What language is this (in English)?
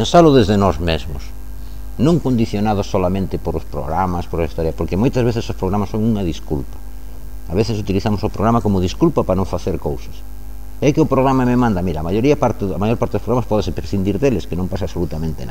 Galician